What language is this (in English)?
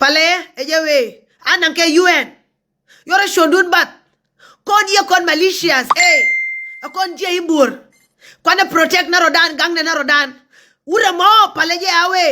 Nuer